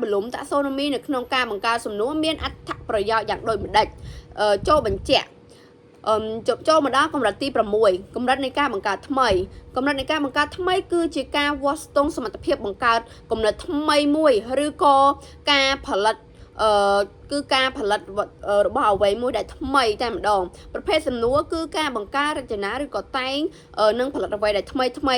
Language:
Khmer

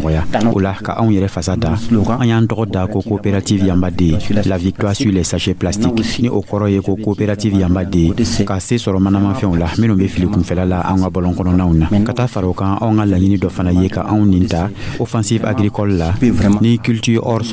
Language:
Dyula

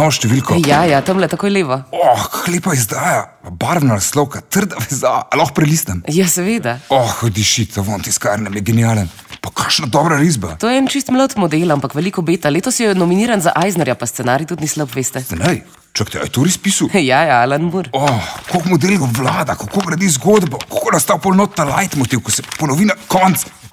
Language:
Slovenian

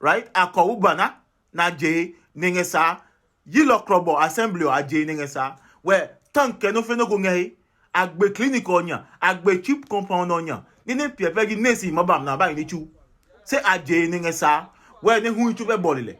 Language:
Adangme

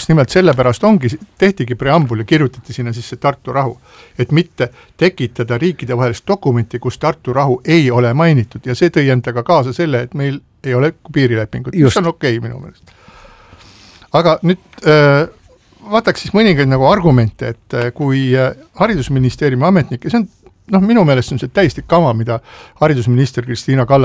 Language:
Estonian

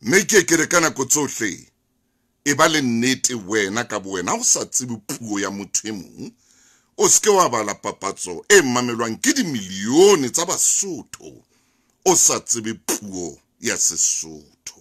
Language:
Southern Sotho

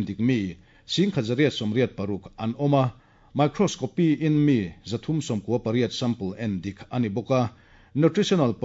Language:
Mizo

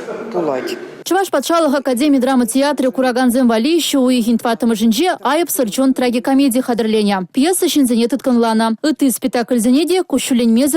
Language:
Chuvash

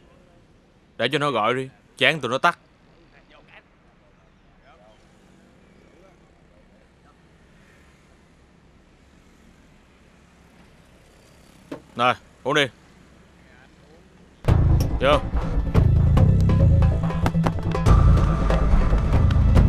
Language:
Vietnamese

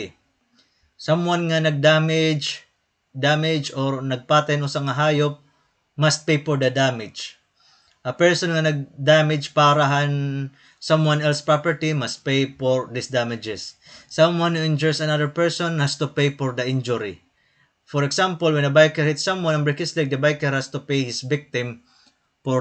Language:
Waray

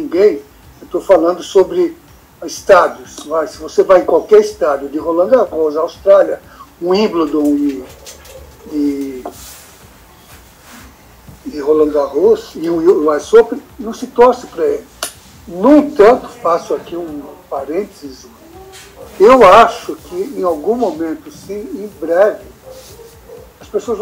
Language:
Portuguese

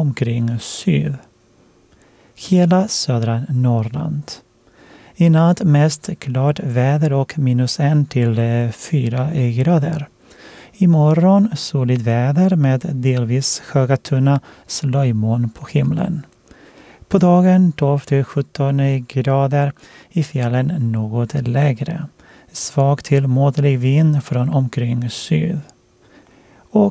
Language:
Swedish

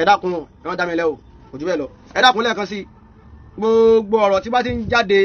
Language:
Yoruba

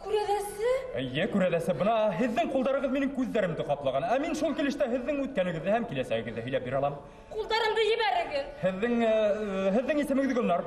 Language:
Bashkir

